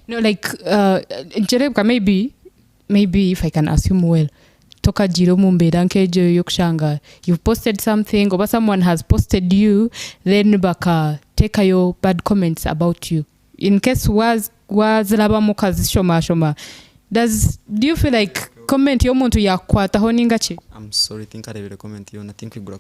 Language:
Nyankole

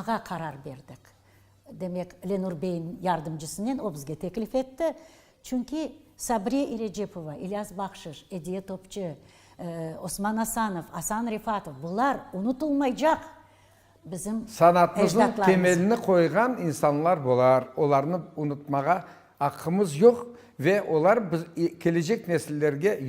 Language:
Crimean Tatar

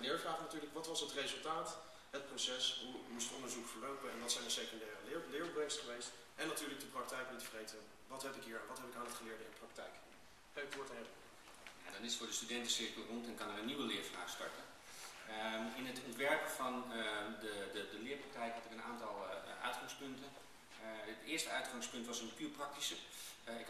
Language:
Dutch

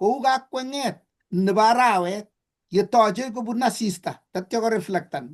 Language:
Kalenjin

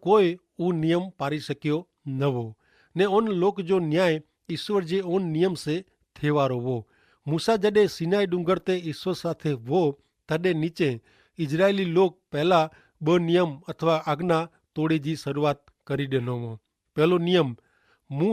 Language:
Kachhi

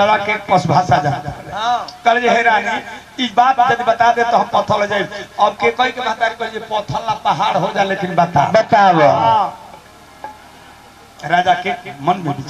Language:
Bhojpuri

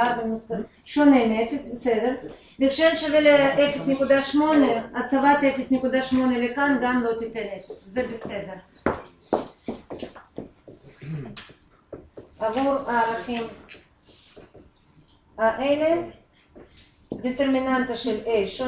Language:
Hebrew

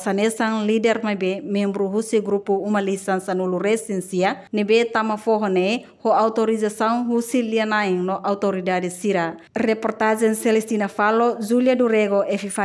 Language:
Tetum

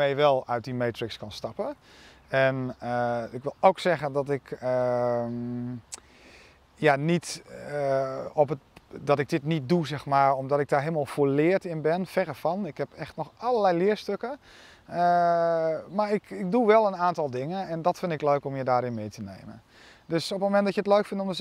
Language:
Dutch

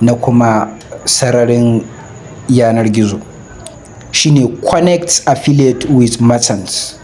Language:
Hausa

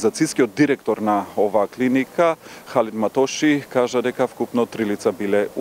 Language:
Macedonian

